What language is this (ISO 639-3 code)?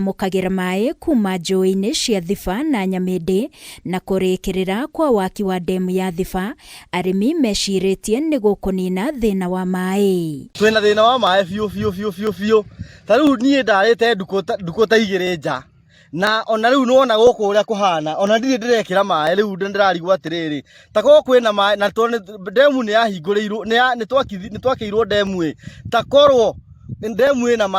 kik